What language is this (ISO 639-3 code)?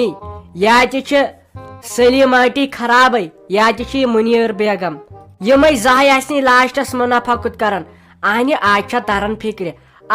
kas